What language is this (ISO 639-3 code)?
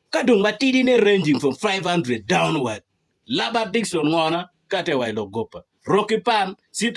ach